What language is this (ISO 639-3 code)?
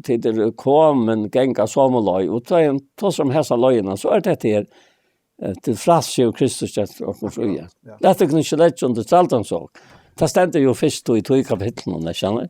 fao